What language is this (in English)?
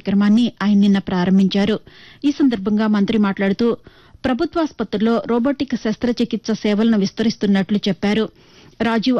Telugu